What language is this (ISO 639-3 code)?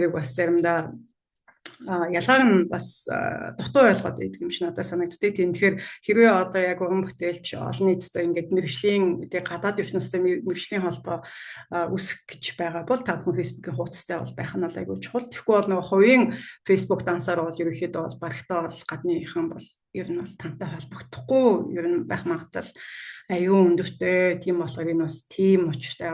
mon